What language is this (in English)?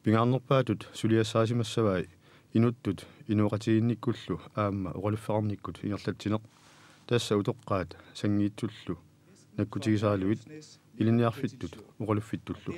Kalaallisut